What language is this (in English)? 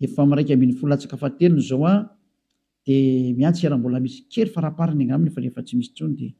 Malagasy